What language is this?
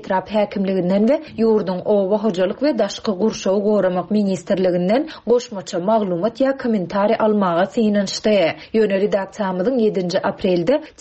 Turkmen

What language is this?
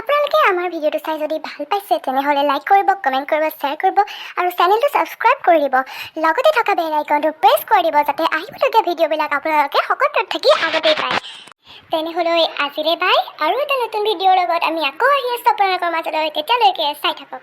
Assamese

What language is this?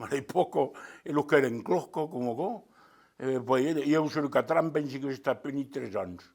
Occitan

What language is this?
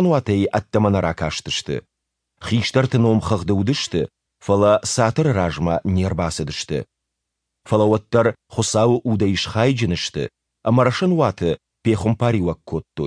Ossetic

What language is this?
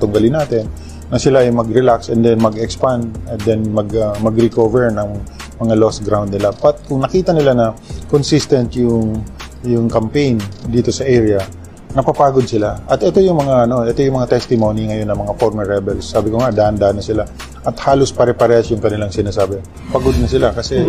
Filipino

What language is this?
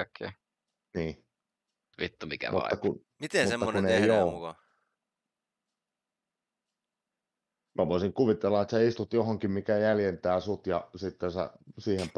Finnish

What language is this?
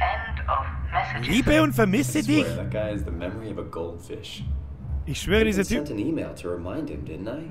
Bavarian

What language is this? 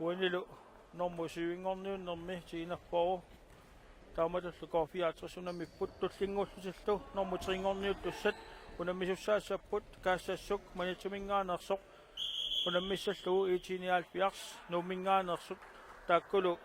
Kalaallisut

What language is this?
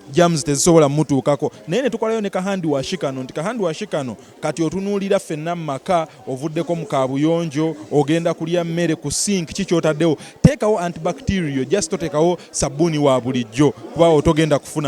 Ganda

